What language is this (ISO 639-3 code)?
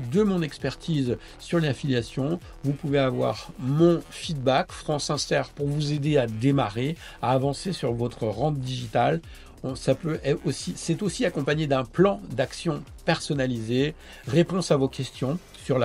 fra